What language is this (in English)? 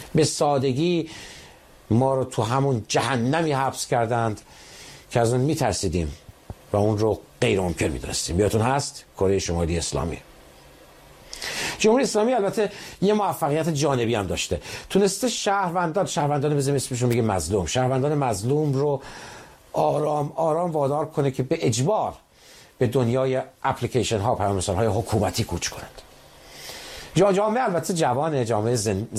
Persian